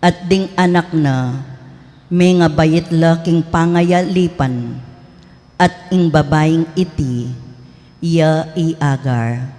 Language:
Pampanga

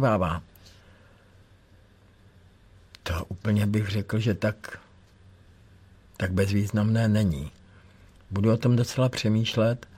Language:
Czech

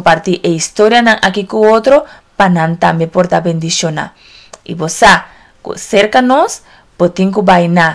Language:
Papiamento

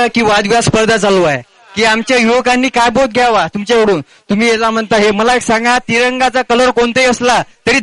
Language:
Marathi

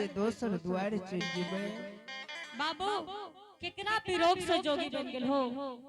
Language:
Angika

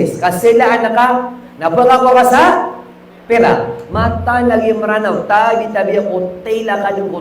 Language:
Maranao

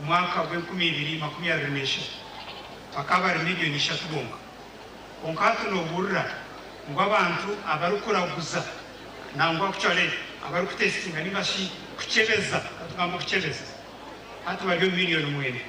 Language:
Nyankole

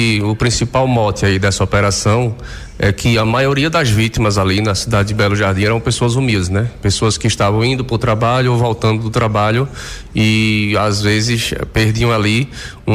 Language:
Portuguese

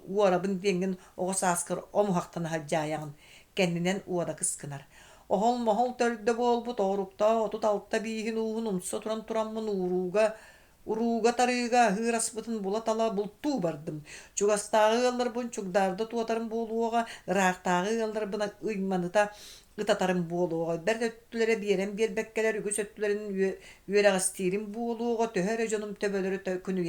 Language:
Yakut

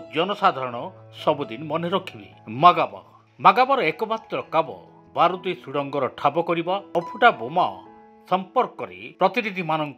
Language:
Odia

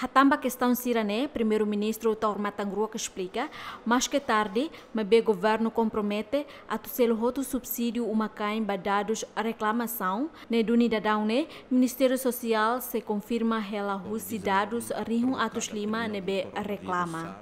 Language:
Tetum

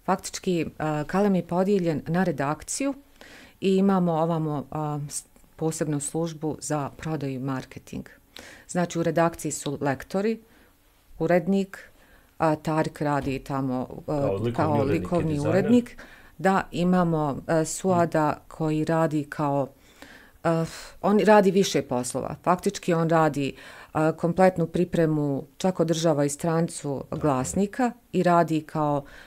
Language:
Bosnian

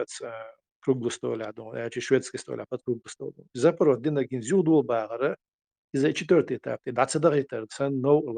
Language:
Chechen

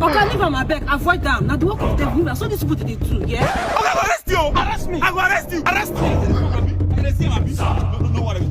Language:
Nigerian Pidgin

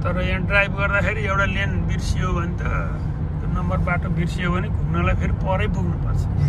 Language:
Nepali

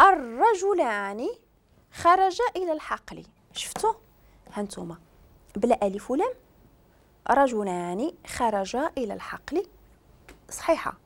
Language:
Moroccan Arabic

